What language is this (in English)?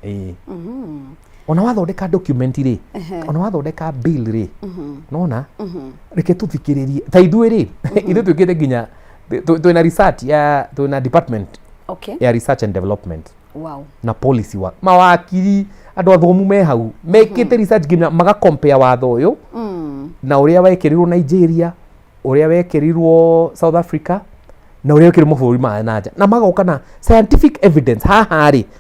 Kikuyu